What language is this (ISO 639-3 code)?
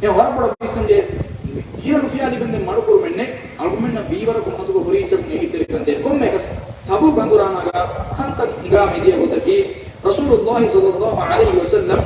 div